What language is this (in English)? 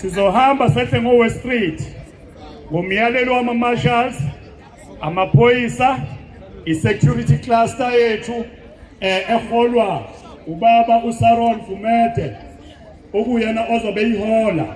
Zulu